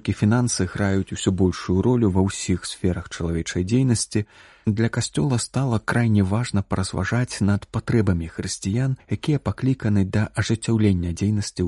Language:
Belarusian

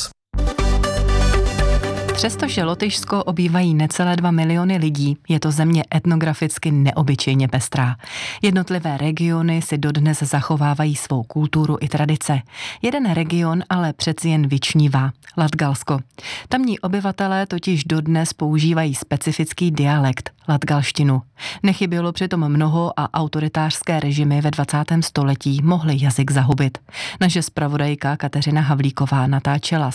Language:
Czech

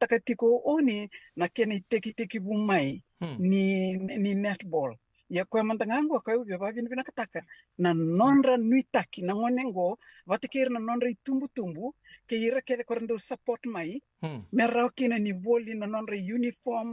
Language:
Fijian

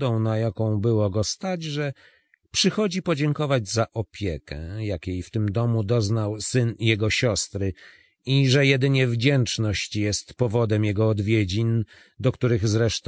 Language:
Polish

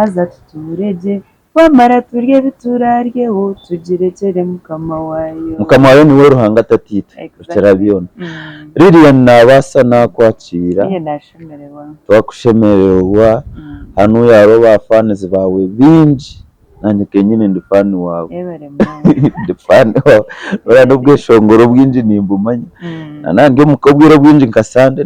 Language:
Nyankole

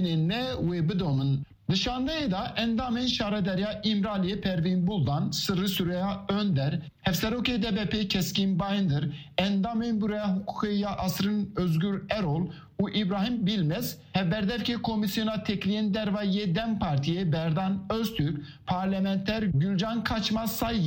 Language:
Kurdish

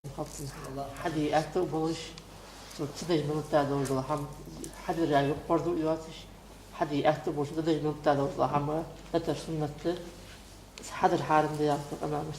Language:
Ingush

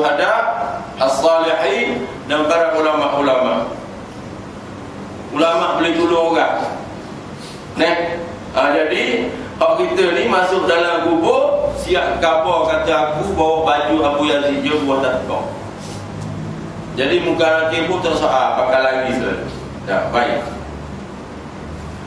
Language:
Malay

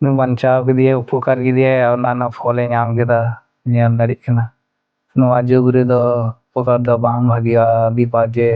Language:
Santali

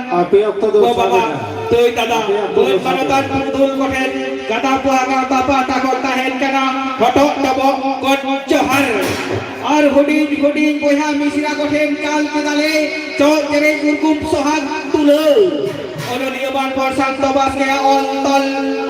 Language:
Santali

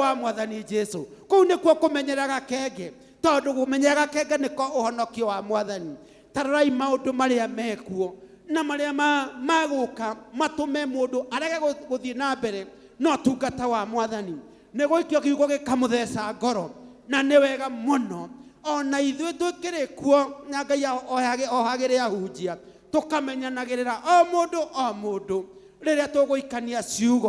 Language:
Kikuyu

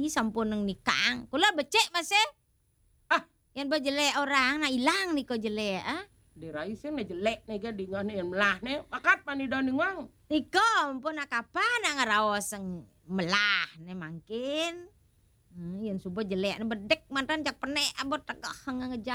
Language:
Balinese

